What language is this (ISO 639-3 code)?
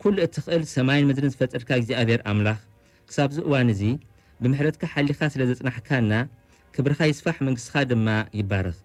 tir